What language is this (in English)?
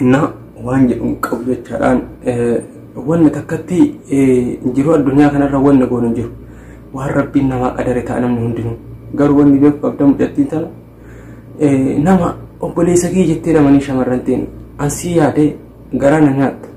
Oromo